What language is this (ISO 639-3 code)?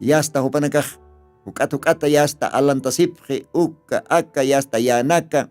aym